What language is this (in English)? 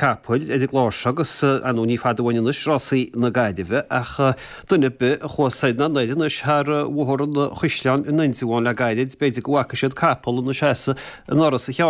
Irish